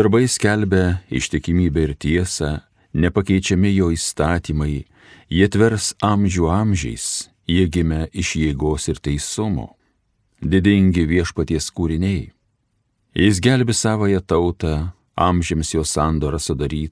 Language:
Lithuanian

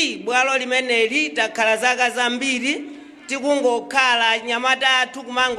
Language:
Nyanja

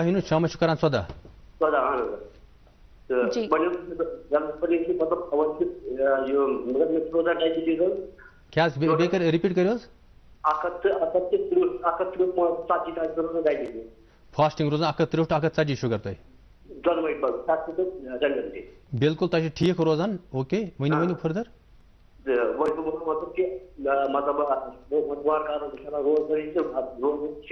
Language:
Kashmiri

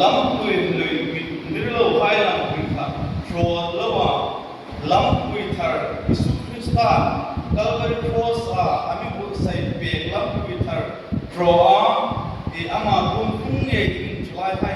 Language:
Hmar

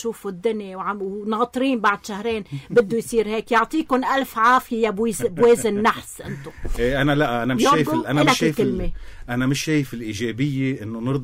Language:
North Levantine Arabic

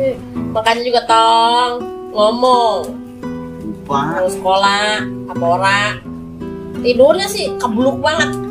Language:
Betawi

